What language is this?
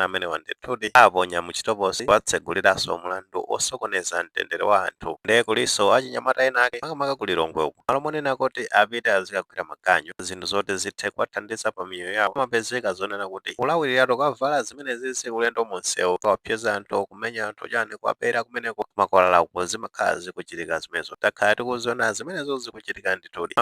Nyanja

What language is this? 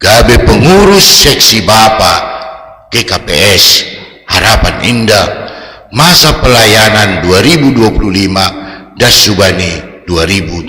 Batak Simalungun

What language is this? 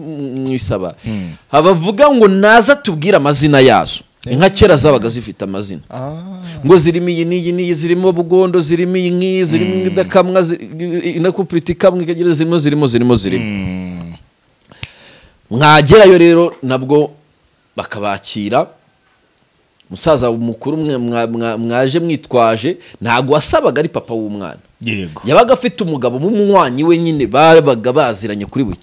Kinyarwanda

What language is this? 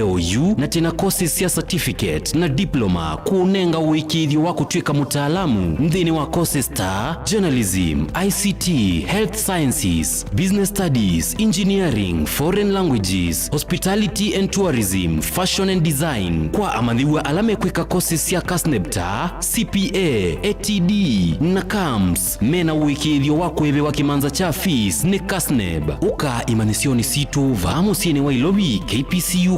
Kamba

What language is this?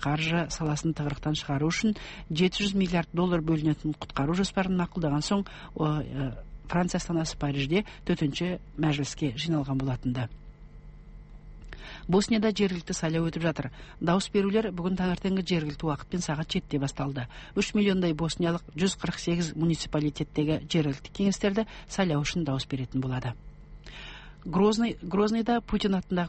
Kazakh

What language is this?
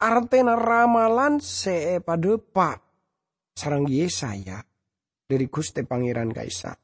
Madurese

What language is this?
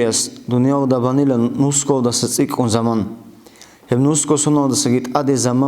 Avaric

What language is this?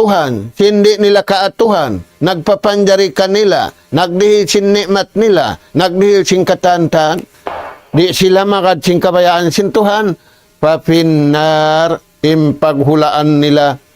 Tausug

